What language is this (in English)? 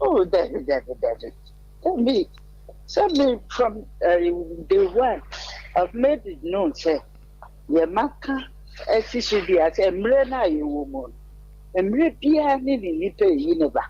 Akan